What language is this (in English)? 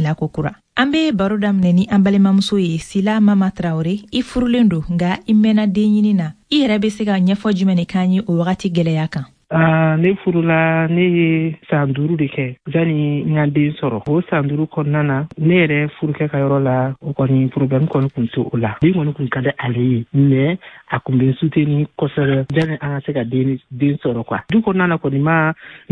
Bambara